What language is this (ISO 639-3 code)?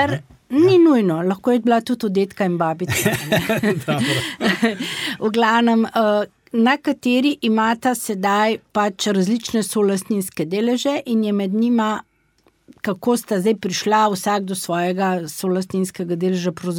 slv